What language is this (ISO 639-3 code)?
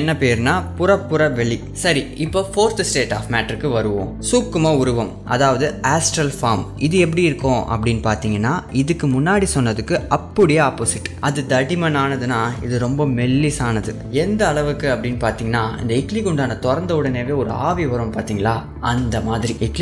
tam